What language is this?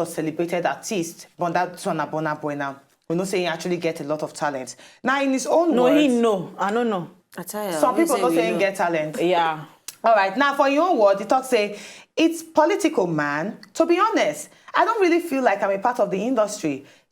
Nigerian Pidgin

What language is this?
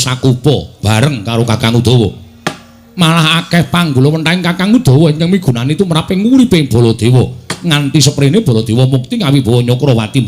Javanese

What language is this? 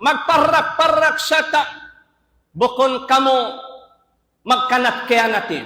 Tausug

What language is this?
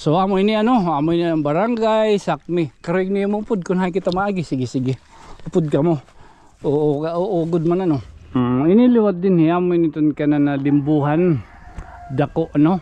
Waray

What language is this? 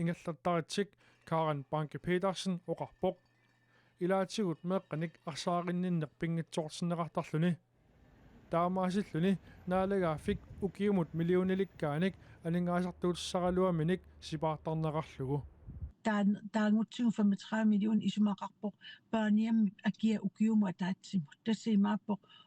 Kalaallisut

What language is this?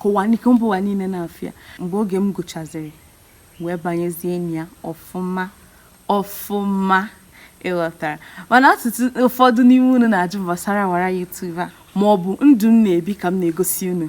Igbo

